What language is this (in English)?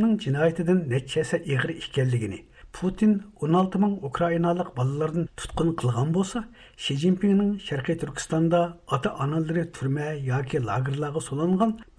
Uyghur